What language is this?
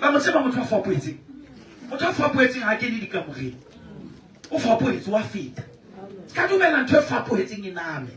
Southern Sotho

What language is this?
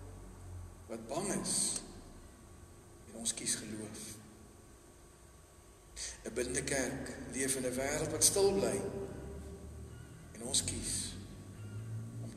Afrikaans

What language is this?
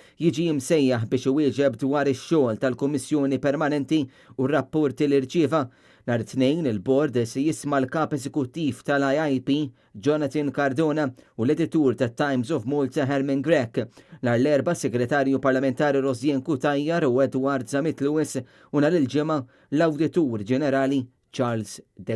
Maltese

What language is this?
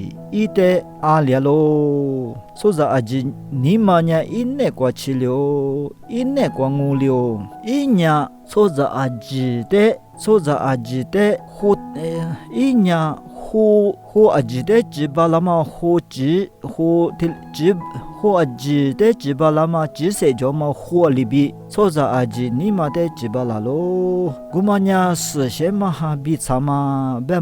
Lisu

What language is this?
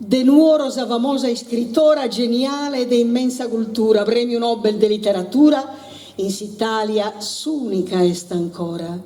Sardinian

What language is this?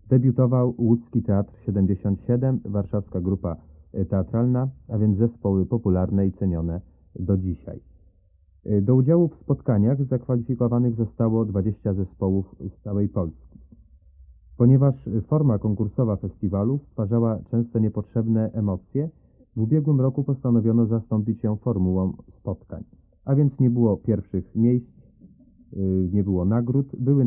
Polish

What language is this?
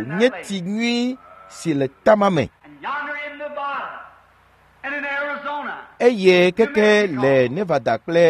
Ewe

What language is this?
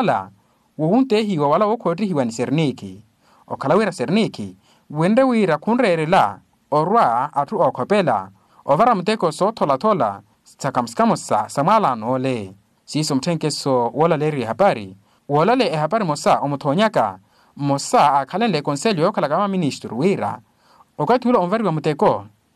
Makhuwa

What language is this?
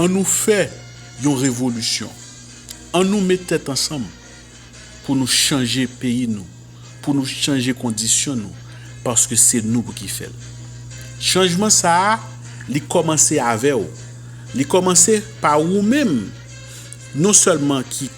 Haitian Creole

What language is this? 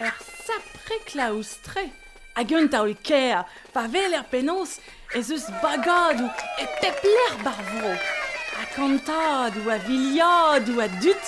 Breton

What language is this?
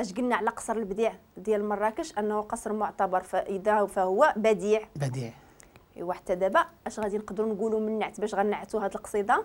Moroccan Arabic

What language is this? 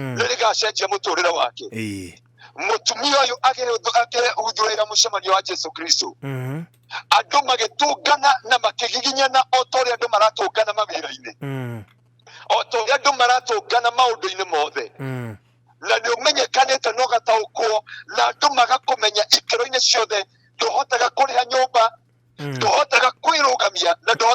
Kikuyu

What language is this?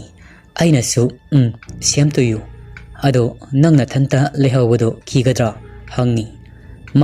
Manipuri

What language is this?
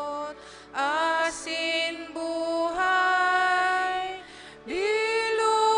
Bikol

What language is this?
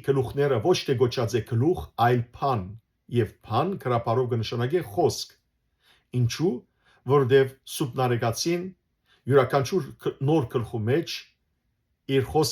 Western Armenian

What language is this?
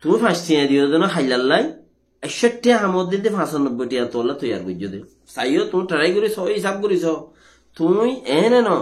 Rohingya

